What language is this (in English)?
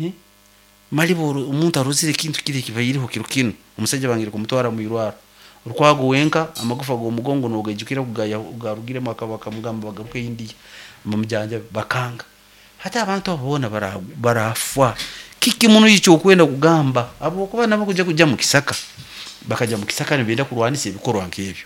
Nyoro